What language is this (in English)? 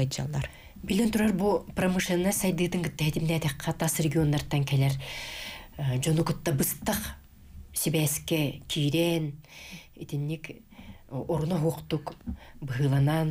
Yakut